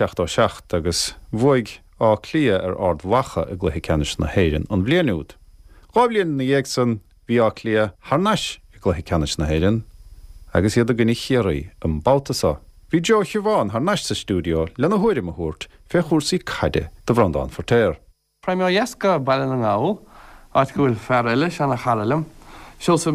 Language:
Irish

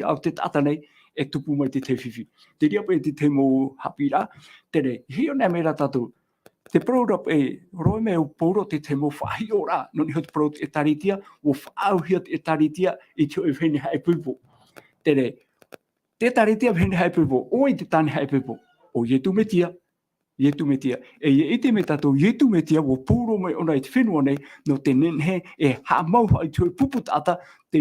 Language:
Tahitian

